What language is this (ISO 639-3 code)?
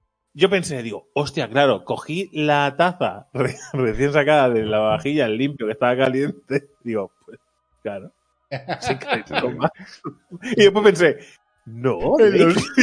spa